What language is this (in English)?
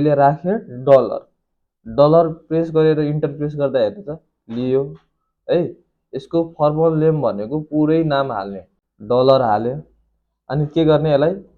Nepali